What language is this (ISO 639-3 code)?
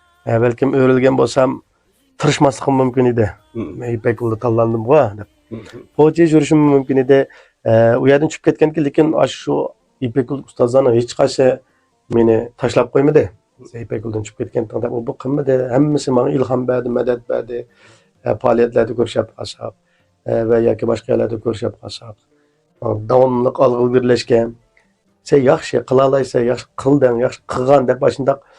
uig